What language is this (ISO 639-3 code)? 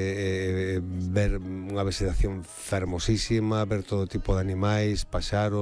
glg